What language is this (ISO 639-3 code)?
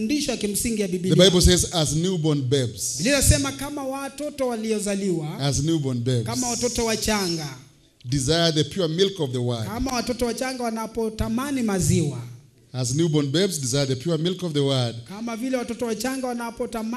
swa